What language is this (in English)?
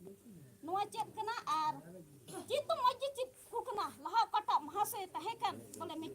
Santali